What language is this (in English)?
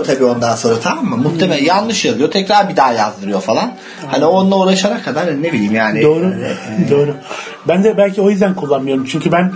Turkish